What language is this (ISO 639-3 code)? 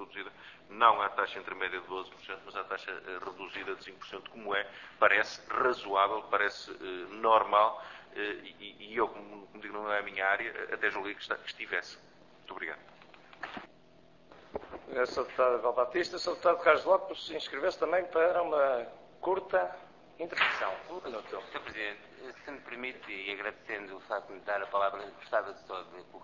por